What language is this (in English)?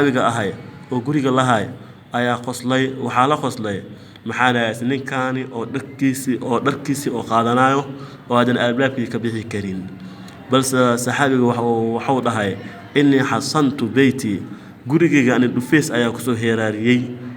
Somali